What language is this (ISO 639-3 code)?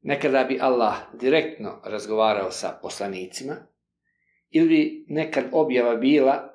bos